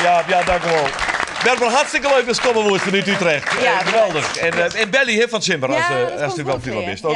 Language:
Western Frisian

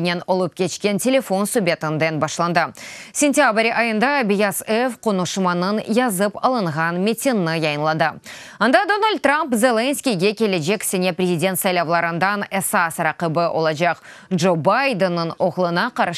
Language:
Crimean Tatar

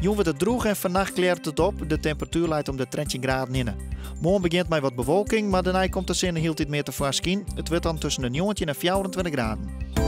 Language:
Western Frisian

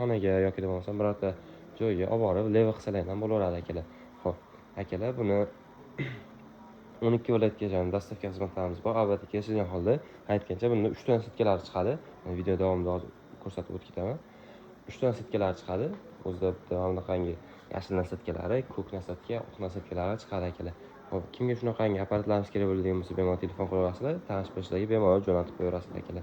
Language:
Uzbek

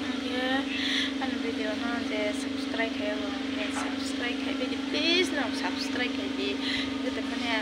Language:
Kok Borok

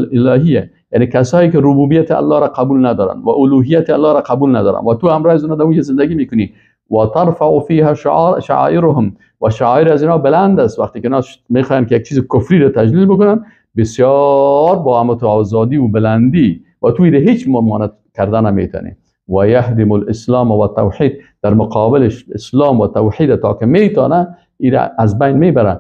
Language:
Persian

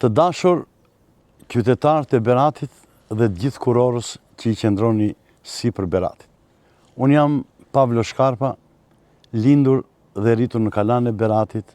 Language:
Albanian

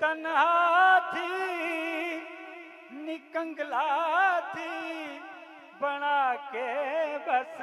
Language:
Saraiki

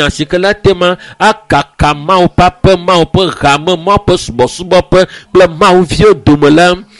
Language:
Ewe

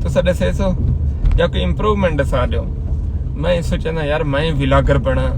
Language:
Saraiki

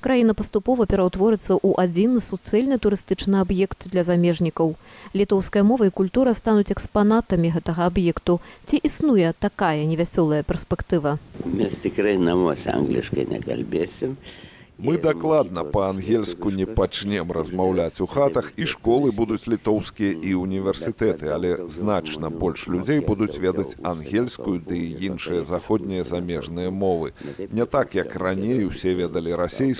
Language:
Belarusian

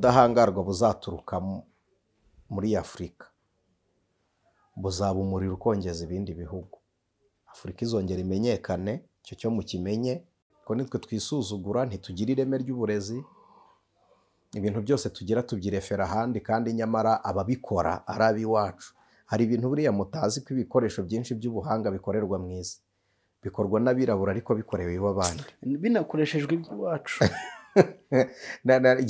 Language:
Kinyarwanda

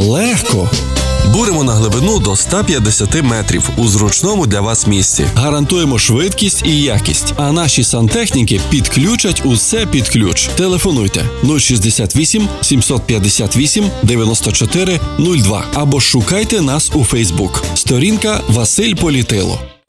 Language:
Ukrainian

